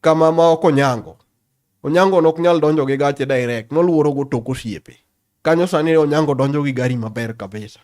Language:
Luo (Kenya and Tanzania)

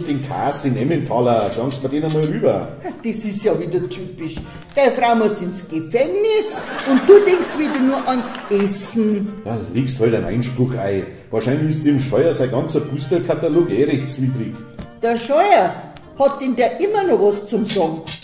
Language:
Bavarian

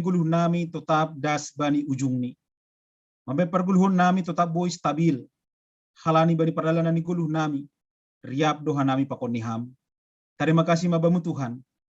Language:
Batak Simalungun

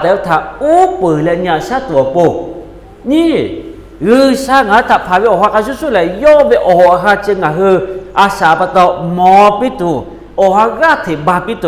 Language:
Lahu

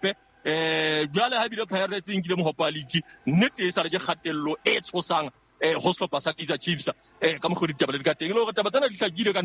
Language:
Southern Sotho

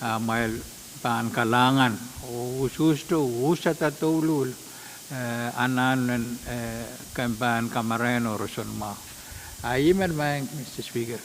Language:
Pohnpeian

